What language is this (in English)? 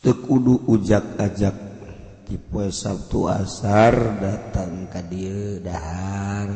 Sundanese